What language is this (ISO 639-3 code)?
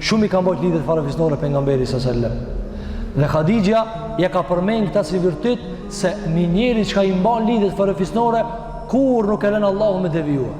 sqi